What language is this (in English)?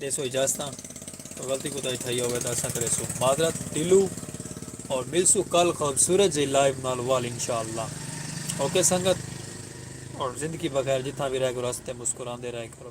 Saraiki